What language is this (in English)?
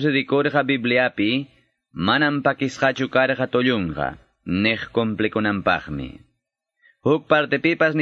Quechua